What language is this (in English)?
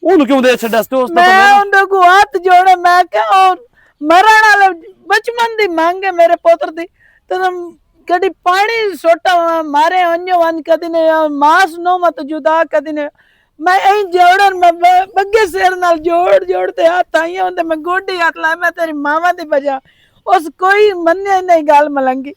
Western Panjabi